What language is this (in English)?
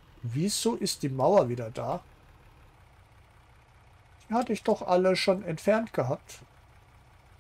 German